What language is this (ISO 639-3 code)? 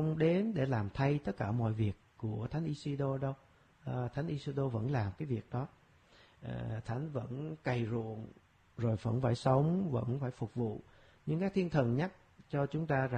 vie